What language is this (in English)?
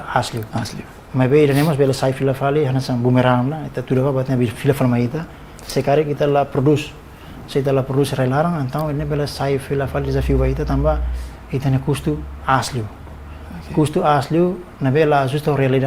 Tetum